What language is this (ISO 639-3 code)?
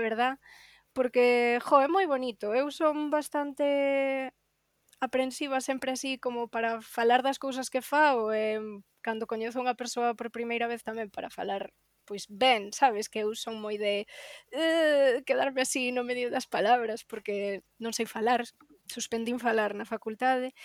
glg